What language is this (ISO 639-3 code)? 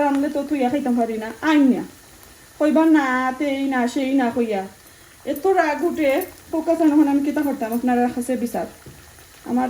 syl